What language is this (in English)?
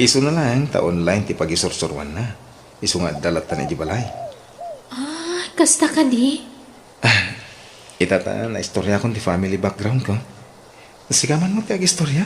Iloko